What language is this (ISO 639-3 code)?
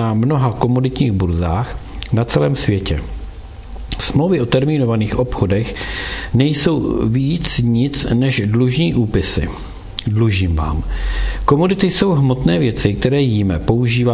ces